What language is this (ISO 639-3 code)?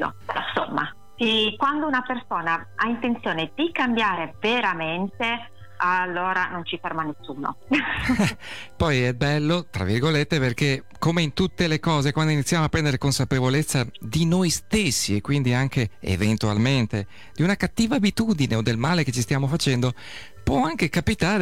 ita